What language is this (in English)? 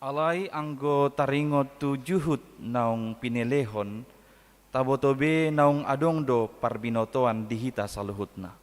Batak Toba